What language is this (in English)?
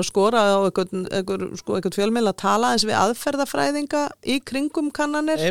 Icelandic